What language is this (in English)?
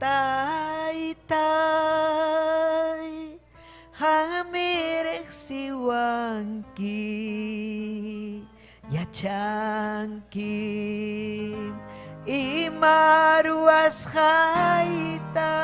Ayacucho Quechua